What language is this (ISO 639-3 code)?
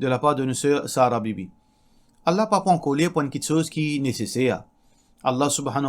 mfe